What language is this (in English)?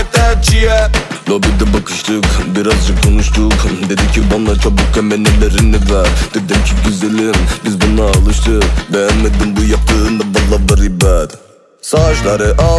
Turkish